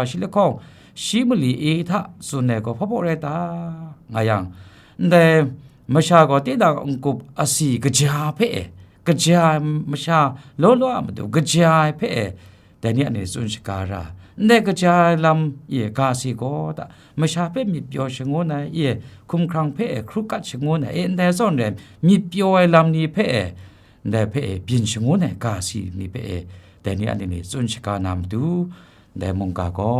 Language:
Kachin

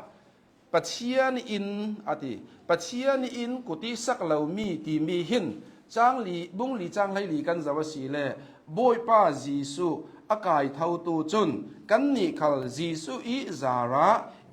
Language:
Hakha Chin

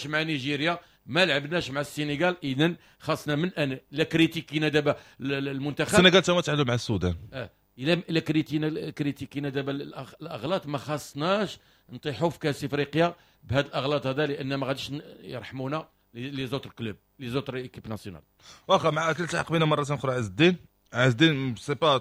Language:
Moroccan Arabic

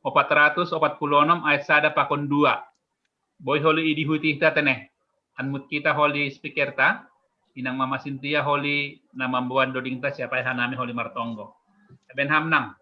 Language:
Batak Simalungun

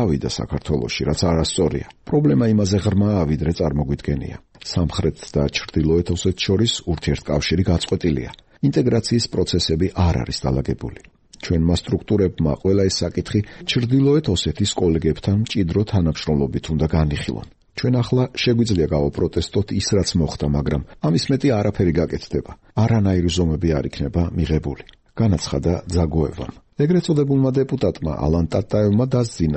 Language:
Georgian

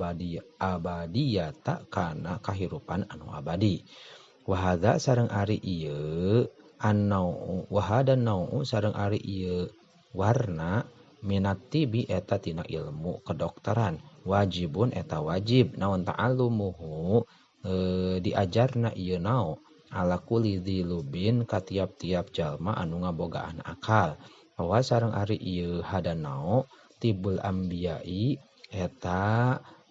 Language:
Sundanese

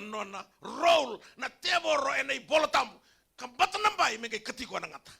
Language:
Fijian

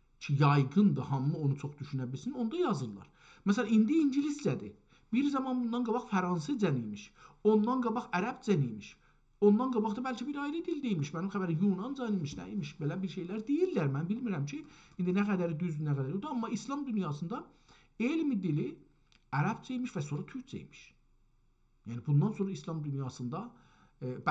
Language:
South Azerbaijani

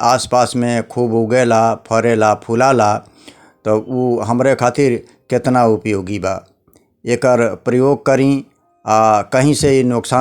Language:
Bhojpuri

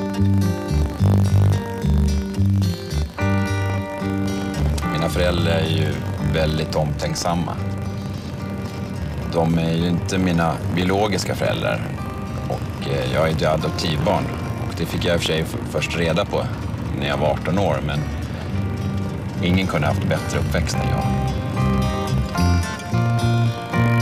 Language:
Swedish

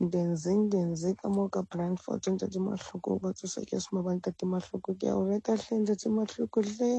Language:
Southern Sotho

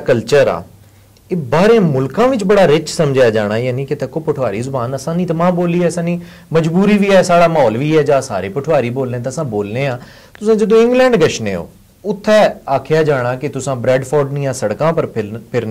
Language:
Pahari-Potwari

